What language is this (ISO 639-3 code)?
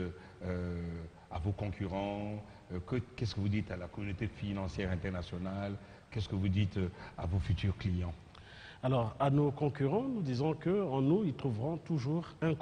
fra